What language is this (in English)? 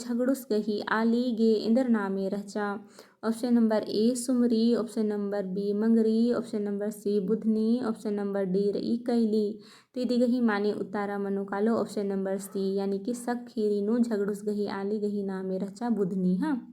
Kurukh